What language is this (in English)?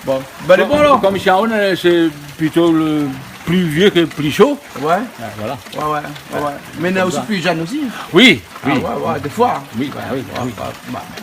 Réunion Creole French